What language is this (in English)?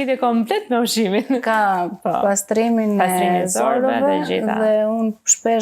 Albanian